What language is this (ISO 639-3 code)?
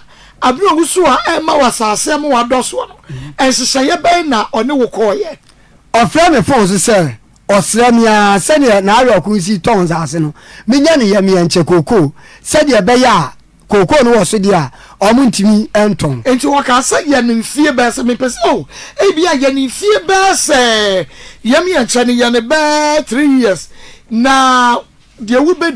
aka